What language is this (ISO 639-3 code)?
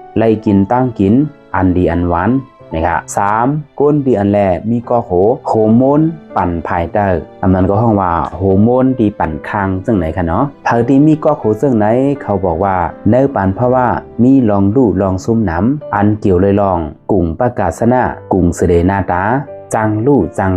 shn